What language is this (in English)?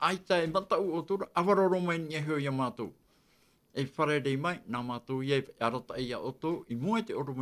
Tahitian